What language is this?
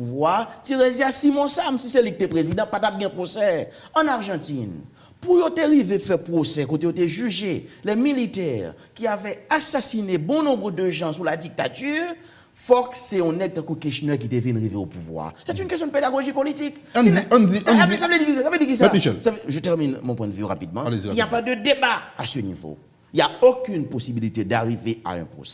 Haitian Creole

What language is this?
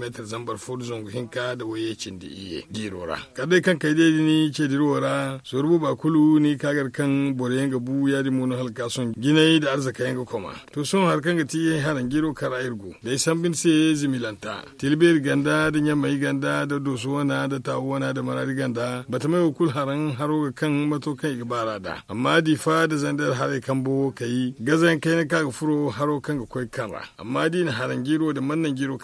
Zarma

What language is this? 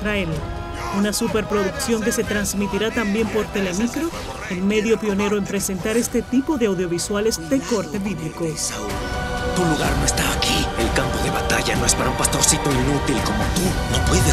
Spanish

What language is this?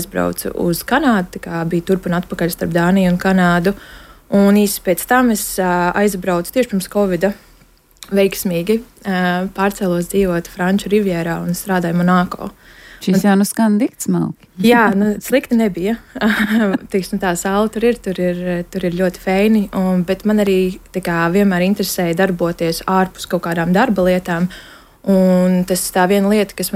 Latvian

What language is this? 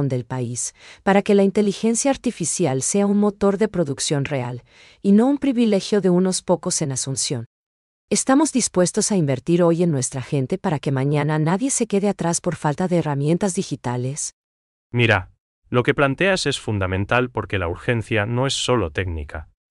Spanish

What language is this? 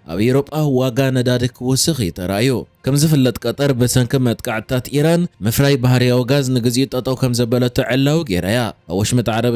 Tigrinya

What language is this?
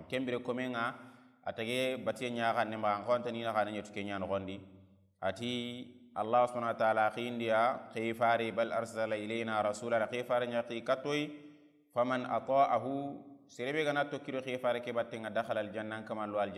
Soninke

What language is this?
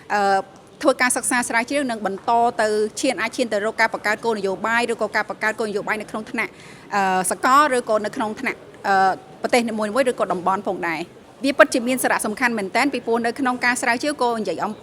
Khmer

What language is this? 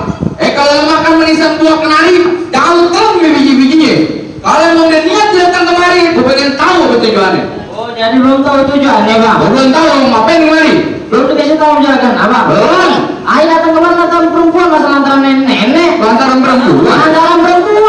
Betawi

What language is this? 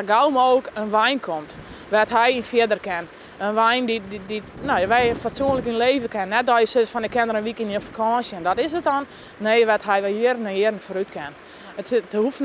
Western Frisian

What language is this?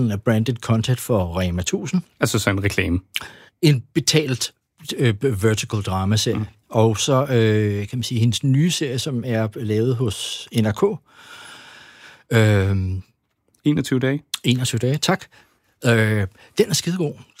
Danish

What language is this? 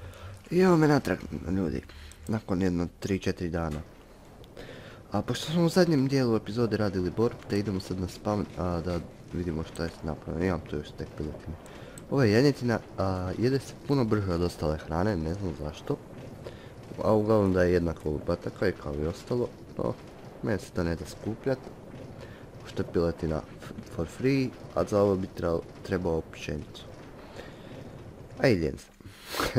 Croatian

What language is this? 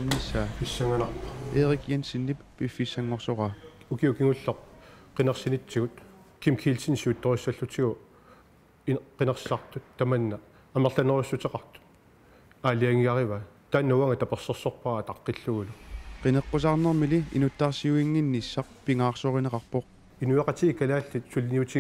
Kalaallisut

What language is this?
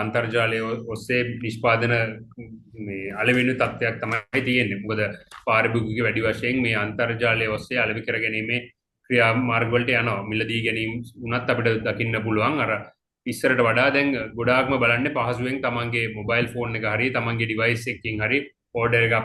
Sinhala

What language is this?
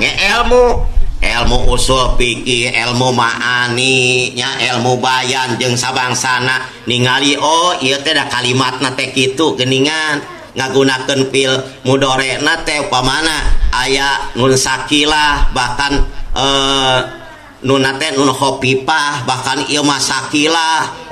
Sundanese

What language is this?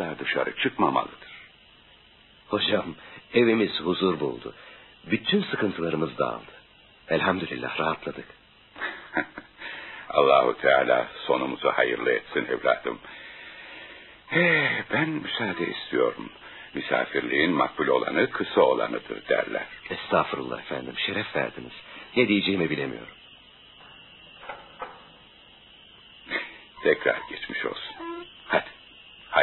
Turkish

